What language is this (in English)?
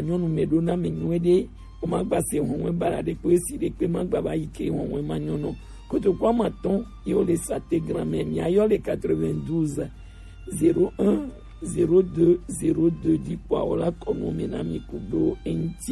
Gen